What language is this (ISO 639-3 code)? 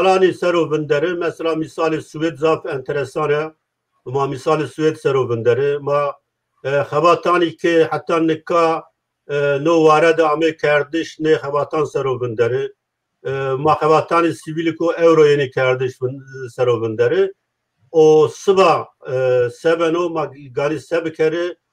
zza